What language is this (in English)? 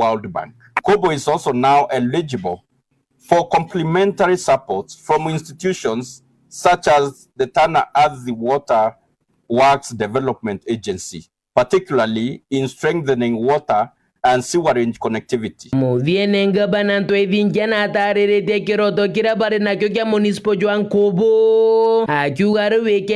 Meru